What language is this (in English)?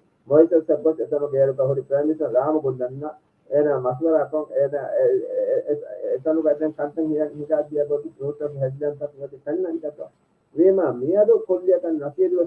Divehi